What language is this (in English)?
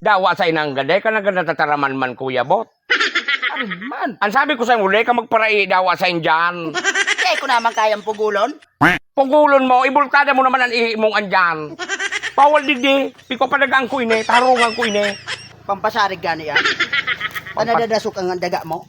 Bikol